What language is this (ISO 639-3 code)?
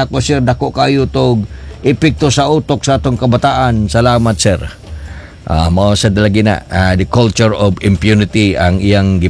ceb